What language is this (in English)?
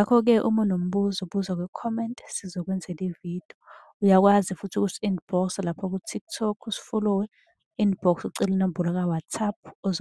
Zulu